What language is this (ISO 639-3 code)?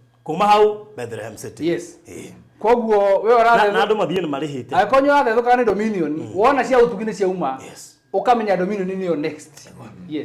kik